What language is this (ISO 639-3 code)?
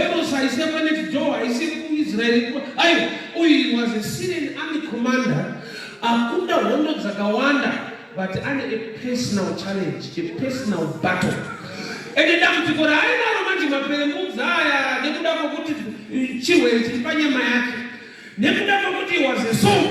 sna